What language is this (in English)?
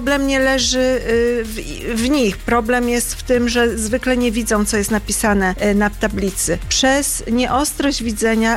Polish